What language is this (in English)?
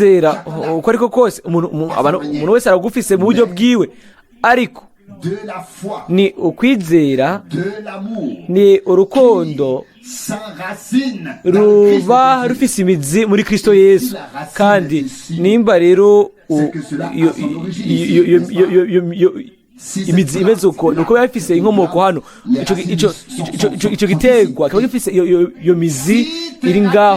Rundi